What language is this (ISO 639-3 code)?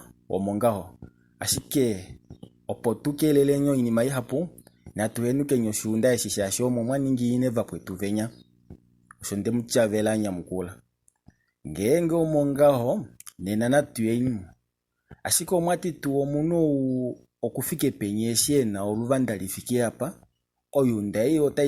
kua